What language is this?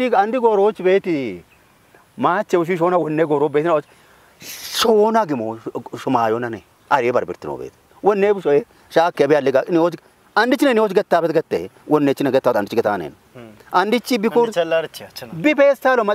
Kafa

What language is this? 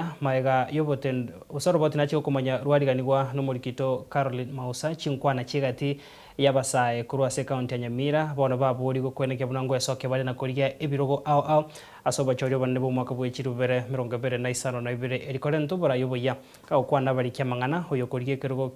Gusii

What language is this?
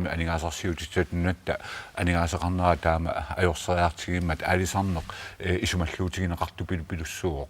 Kalaallisut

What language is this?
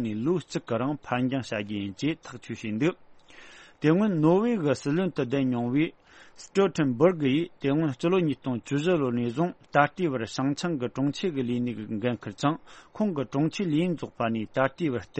Tibetan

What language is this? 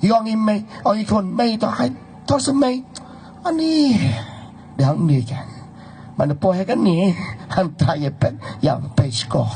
Khasi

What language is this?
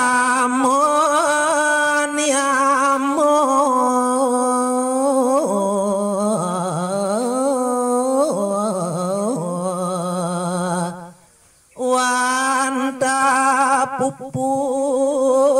Balinese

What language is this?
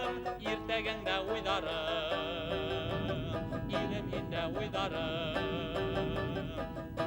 Bashkir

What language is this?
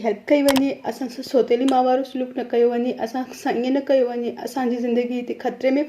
Sindhi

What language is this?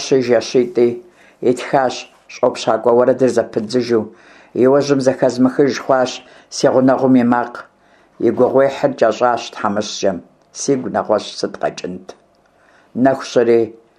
Kabardian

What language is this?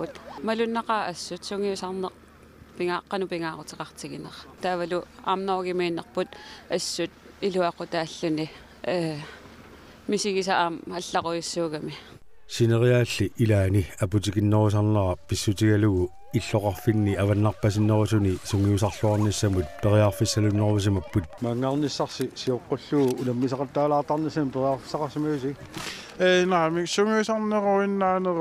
Kalaallisut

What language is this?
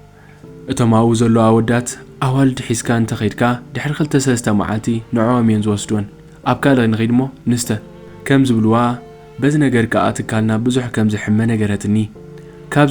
Tigrinya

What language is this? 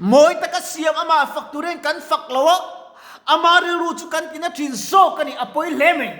Mizo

